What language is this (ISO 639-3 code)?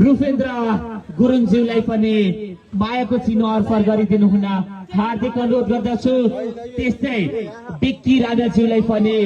nep